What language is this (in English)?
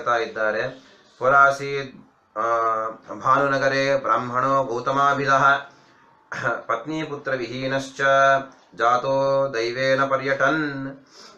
Kannada